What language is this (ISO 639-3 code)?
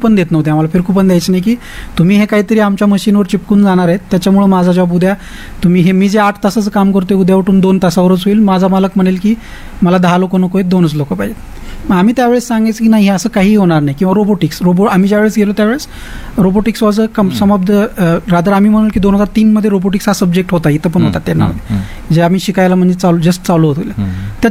mar